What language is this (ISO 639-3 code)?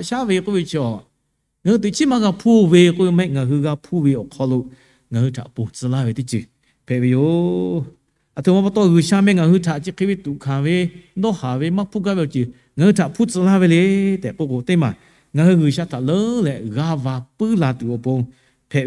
lhu